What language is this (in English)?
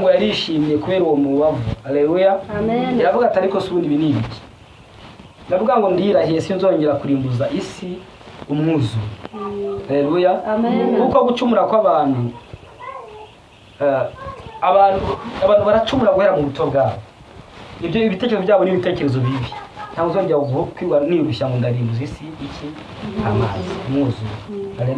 Kinyarwanda